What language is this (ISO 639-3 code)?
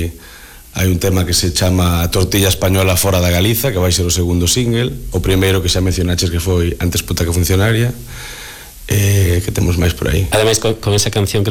glg